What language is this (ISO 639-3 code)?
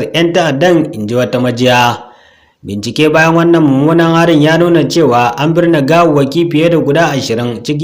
hau